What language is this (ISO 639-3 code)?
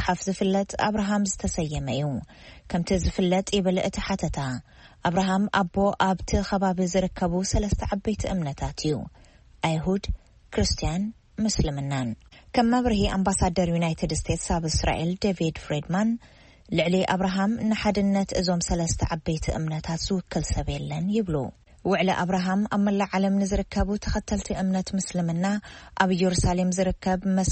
tir